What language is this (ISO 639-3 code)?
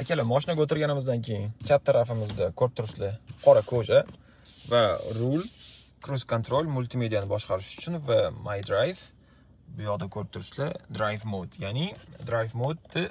uzb